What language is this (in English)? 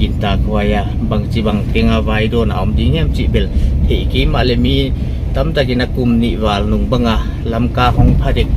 Paite Chin